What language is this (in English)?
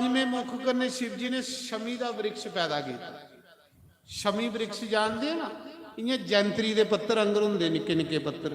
Dogri